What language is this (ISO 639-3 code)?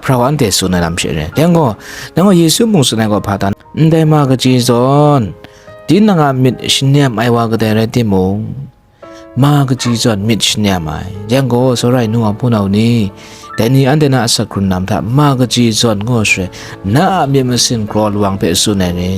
kac